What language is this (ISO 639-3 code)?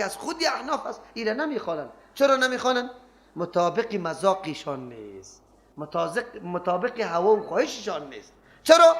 fas